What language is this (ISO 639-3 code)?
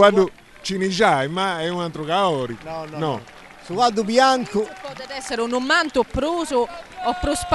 srd